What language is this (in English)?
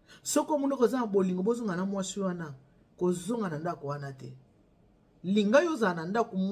Lingala